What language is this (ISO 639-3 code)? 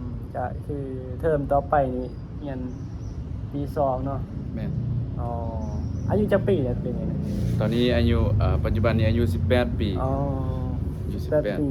lao